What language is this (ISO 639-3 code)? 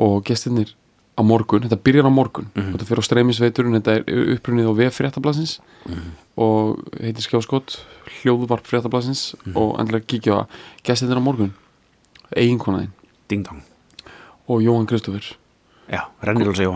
isl